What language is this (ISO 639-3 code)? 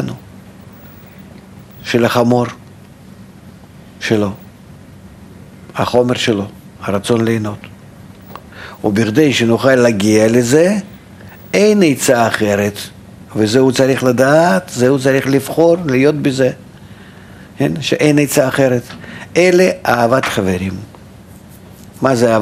heb